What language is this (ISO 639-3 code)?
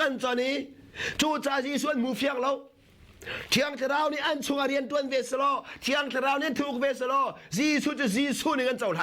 cnh